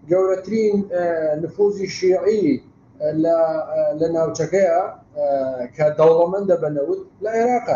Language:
Central Kurdish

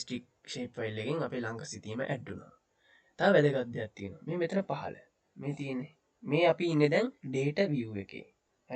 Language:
Sinhala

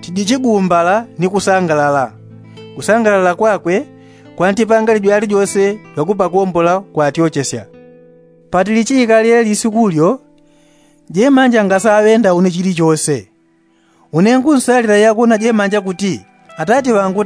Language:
Yao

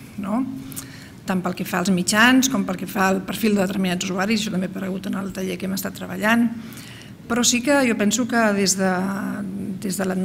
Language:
Catalan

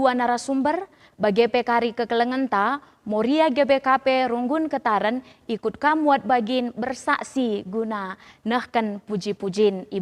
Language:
Batak Karo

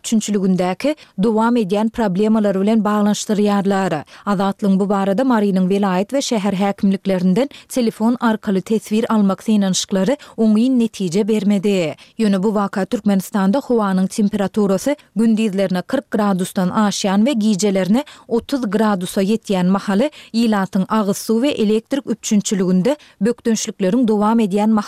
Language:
Turkmen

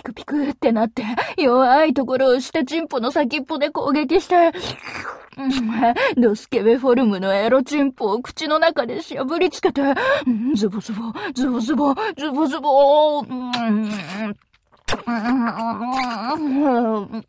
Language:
Japanese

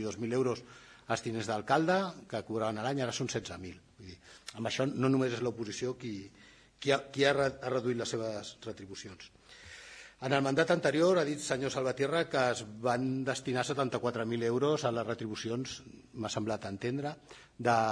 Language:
Catalan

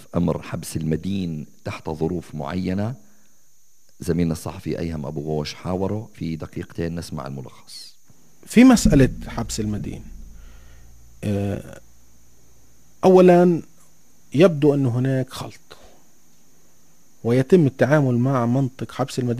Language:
Arabic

